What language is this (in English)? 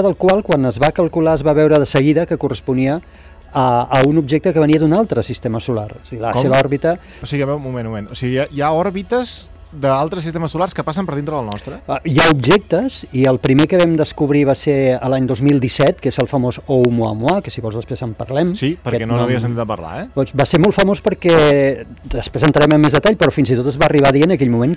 Catalan